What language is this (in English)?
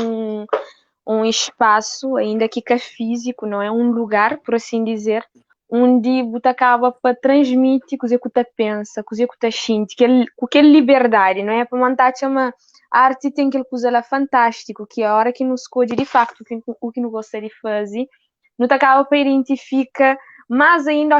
Kabuverdianu